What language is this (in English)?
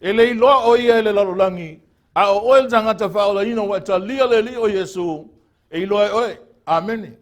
Samoan